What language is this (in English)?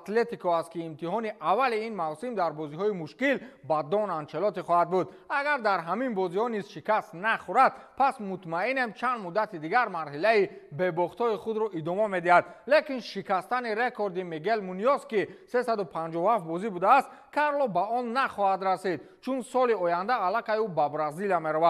Tajik